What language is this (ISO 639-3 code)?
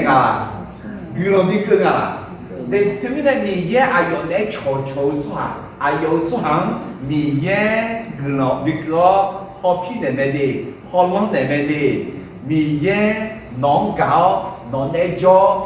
ahk